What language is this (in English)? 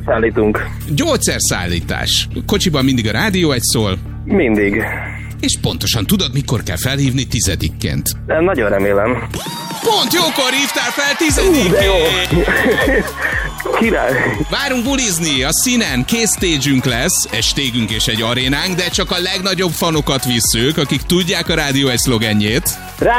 Hungarian